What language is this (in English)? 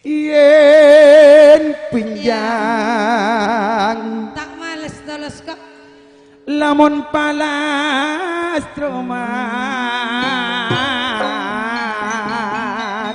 Madurese